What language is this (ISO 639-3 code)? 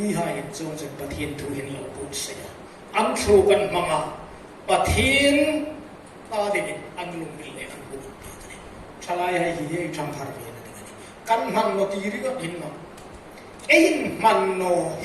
hmr